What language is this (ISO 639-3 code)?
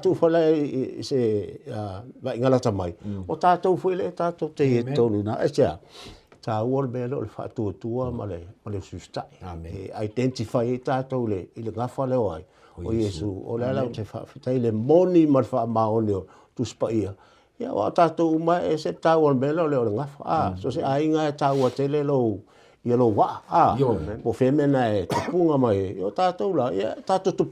smo